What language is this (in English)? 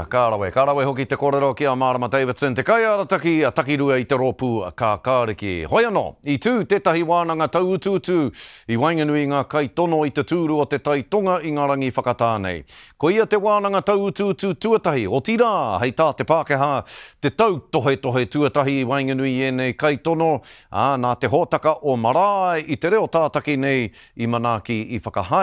Māori